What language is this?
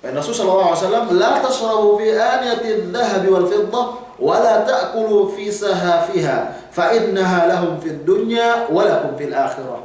Yakan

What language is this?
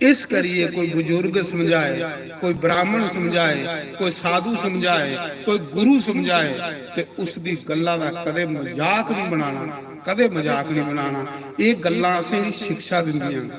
Dogri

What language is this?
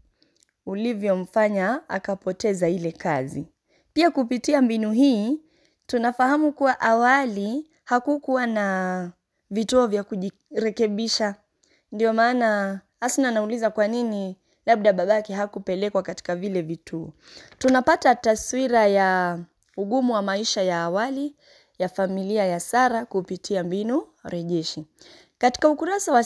Swahili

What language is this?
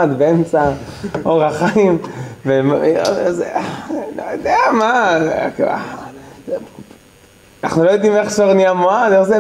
Hebrew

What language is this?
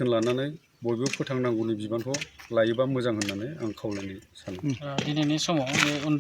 Bodo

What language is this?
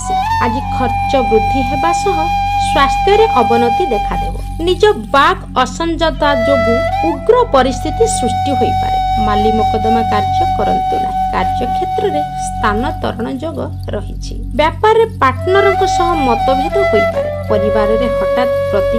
Odia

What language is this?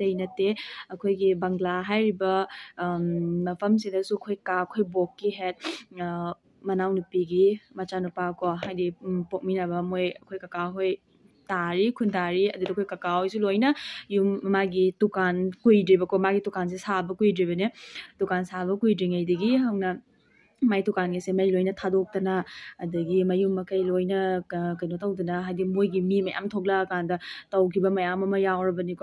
Manipuri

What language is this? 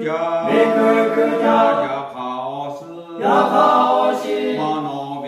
Lahu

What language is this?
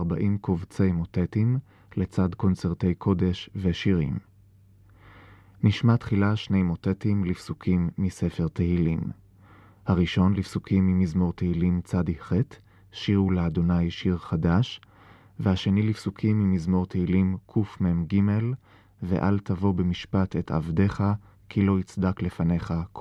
Hebrew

